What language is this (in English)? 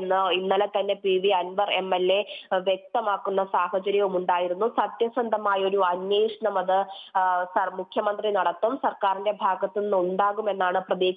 Malayalam